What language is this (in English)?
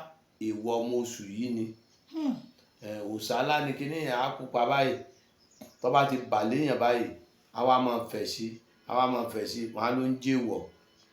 Yoruba